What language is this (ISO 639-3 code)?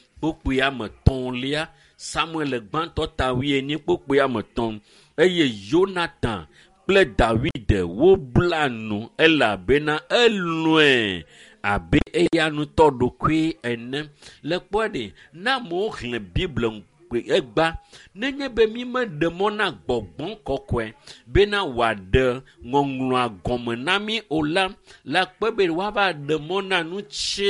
ewe